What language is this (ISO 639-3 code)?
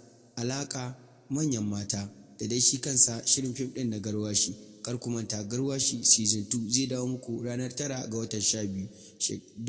hau